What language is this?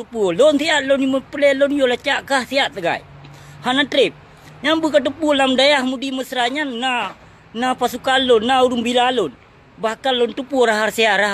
Achinese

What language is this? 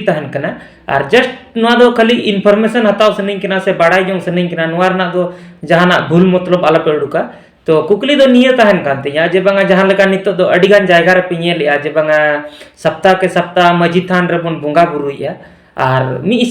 Santali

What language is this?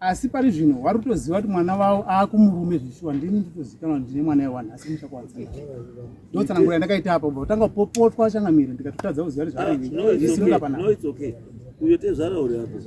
Shona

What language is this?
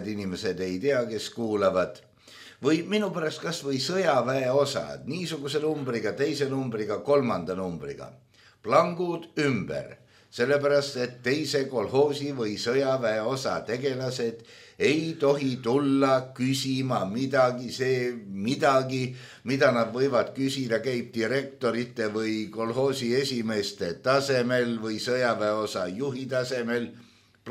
Estonian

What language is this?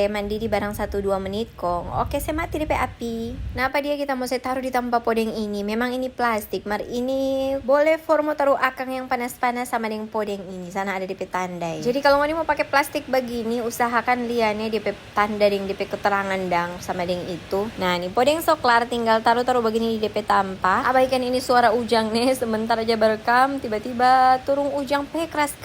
Manado Malay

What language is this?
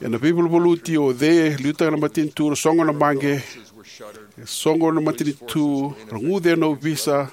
Fijian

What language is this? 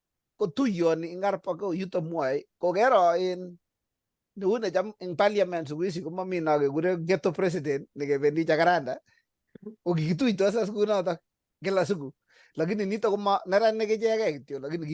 Kalenjin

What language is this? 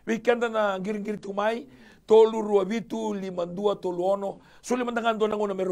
Fijian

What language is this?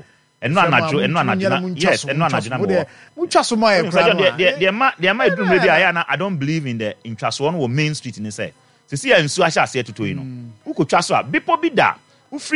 Akan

